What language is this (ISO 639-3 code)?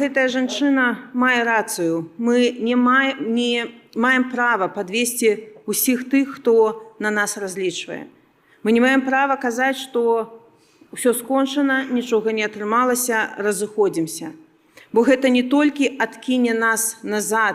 bel